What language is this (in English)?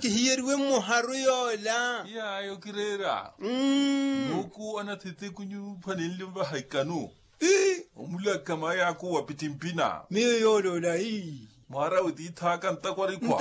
Makhuwa